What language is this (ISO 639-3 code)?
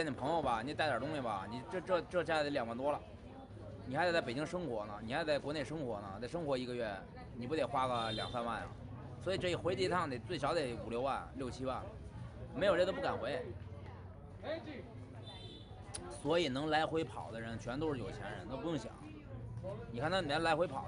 zho